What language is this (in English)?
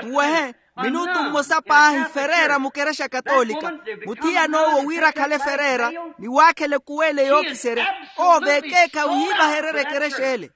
Makhuwa